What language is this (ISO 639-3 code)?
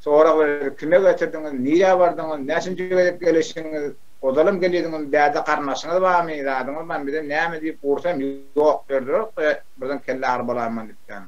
tuk